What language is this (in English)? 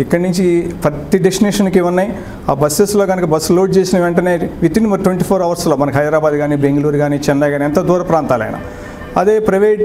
Telugu